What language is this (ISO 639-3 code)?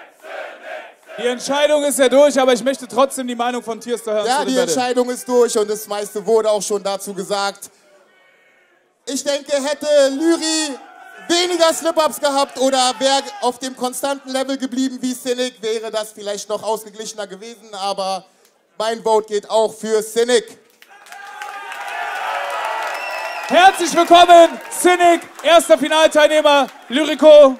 deu